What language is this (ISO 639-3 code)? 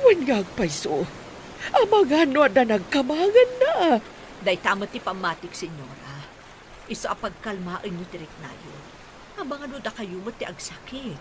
ilo